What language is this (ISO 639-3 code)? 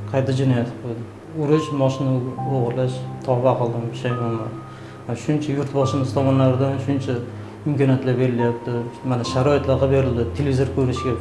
uzb